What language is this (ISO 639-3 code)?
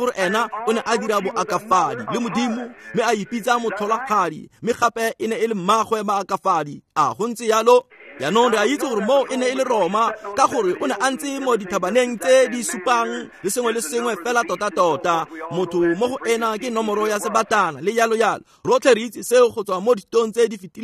tsn